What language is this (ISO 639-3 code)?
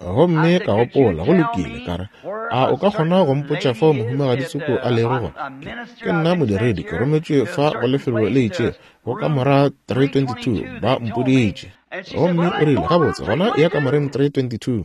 nso